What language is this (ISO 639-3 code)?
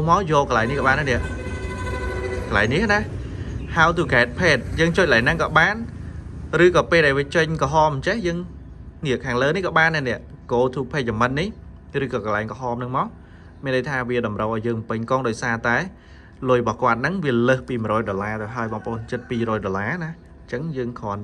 khm